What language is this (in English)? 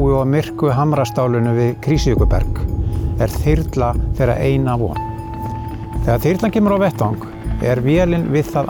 Icelandic